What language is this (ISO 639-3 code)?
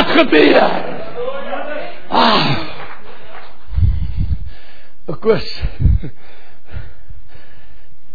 afr